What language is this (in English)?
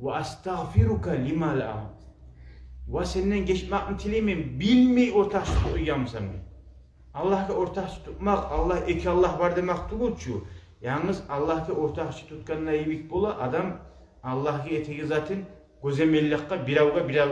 Kumyk